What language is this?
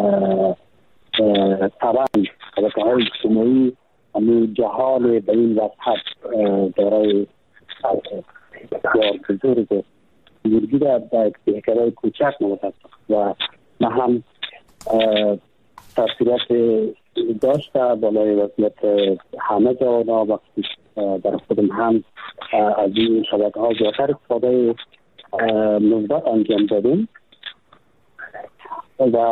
Persian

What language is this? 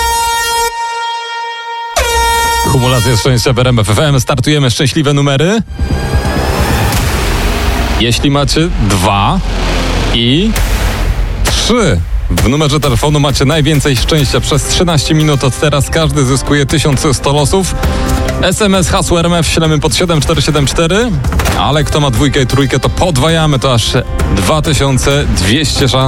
Polish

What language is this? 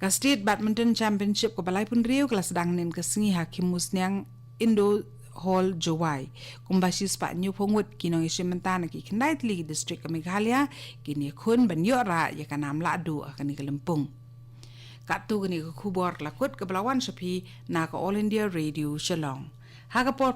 Khasi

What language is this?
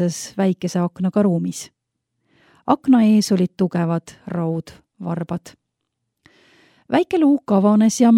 Estonian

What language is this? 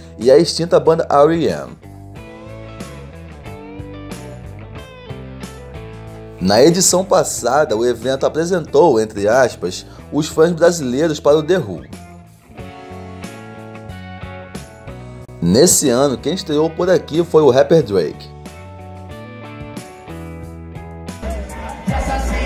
Portuguese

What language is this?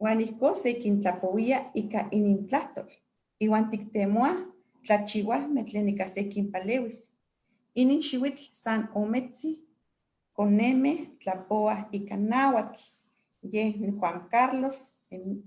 Eastern Huasteca Nahuatl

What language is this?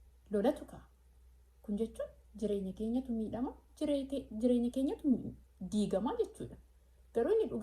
Oromo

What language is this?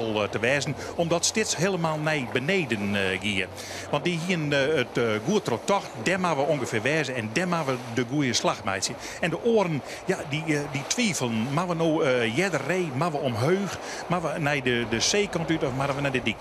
Western Frisian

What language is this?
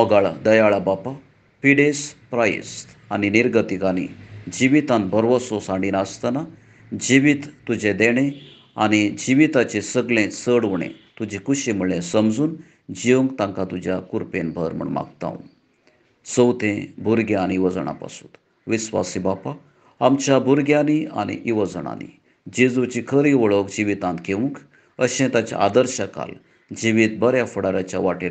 Konkani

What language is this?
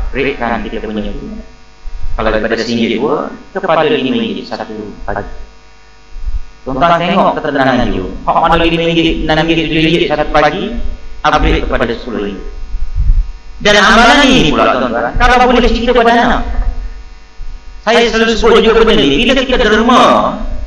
Malay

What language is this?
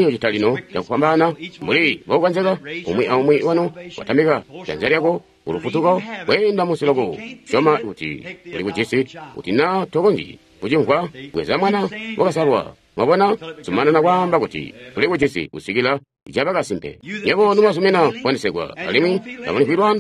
Tonga (Zambia)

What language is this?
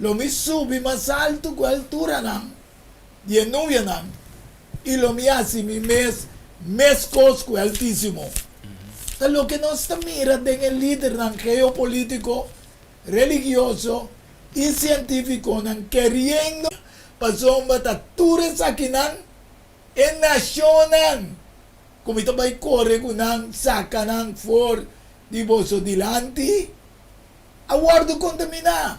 Papiamento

